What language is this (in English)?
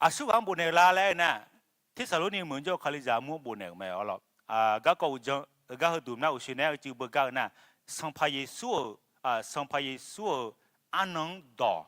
Akha